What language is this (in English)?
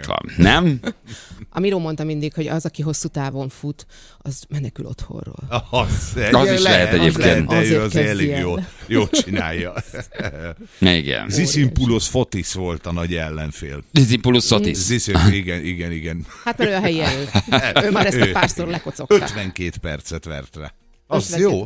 Hungarian